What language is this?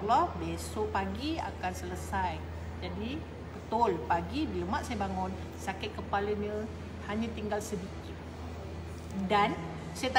Malay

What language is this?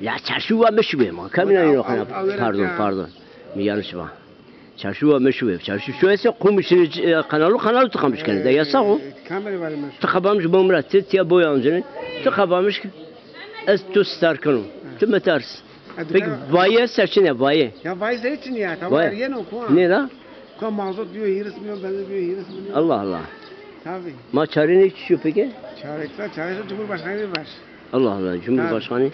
Zaza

